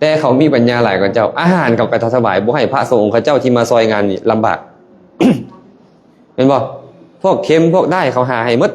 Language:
Lao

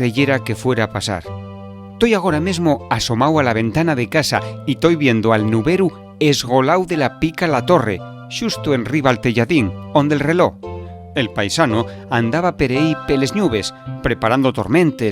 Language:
Asturian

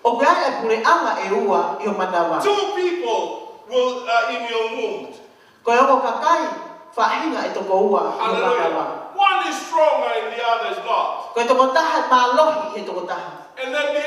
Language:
Tongan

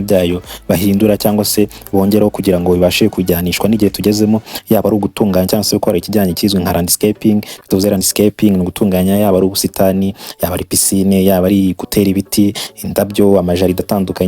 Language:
Kinyarwanda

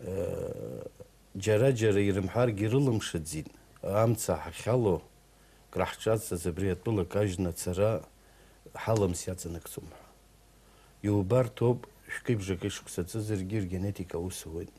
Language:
Abkhazian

